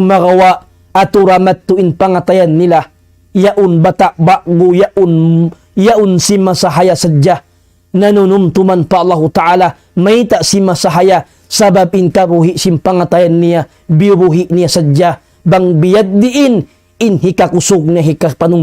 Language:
Tausug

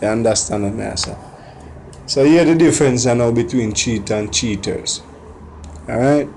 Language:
Jamaican Creole English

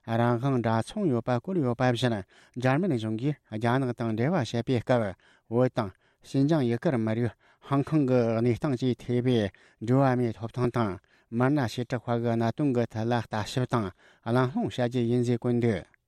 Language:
Tibetan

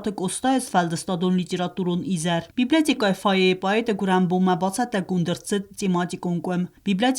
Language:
Ossetic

